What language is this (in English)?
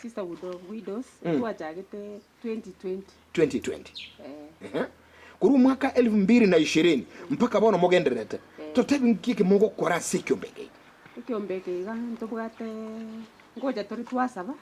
Gusii